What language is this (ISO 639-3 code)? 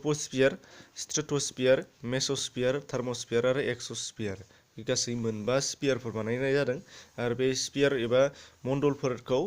brx